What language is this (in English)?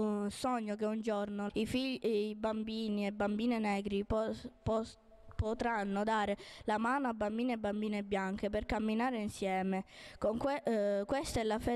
Italian